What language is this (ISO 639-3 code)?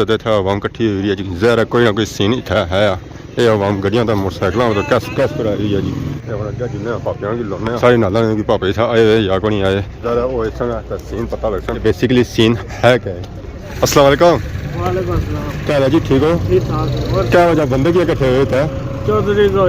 phr